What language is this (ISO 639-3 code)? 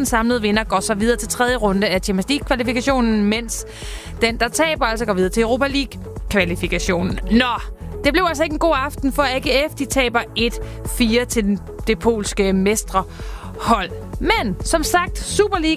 dan